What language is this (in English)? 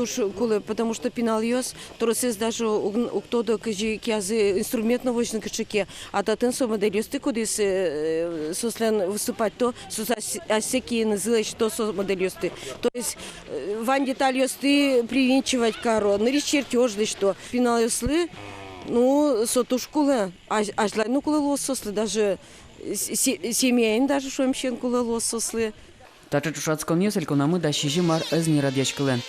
Udmurt